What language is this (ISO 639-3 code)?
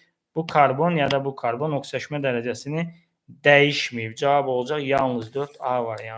aze